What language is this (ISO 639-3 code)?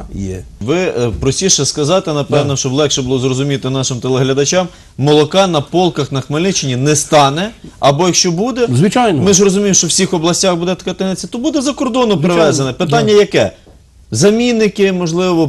ukr